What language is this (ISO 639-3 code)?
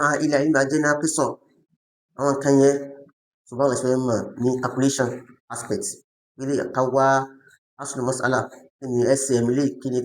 yor